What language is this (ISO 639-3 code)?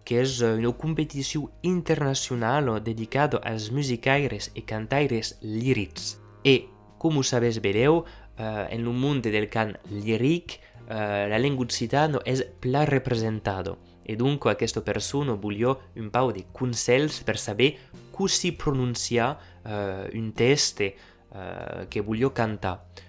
oci